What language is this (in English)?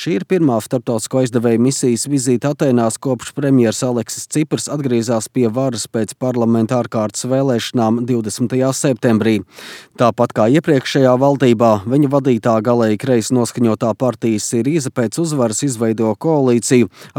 Latvian